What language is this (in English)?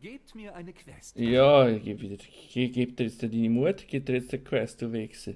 Swiss German